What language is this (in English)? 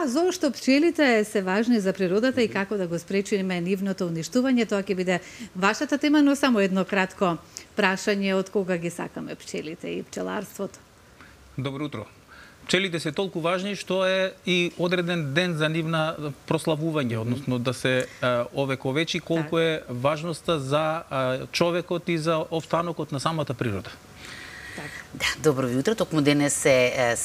Macedonian